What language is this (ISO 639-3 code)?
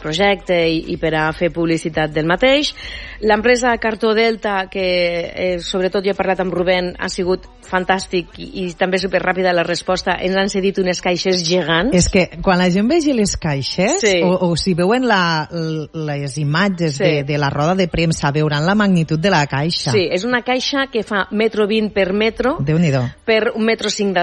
cat